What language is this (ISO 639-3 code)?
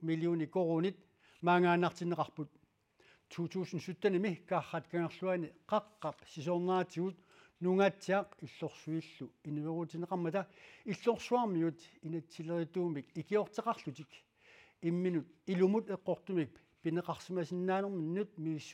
kal